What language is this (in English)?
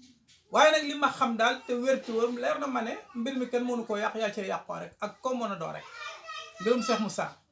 Wolof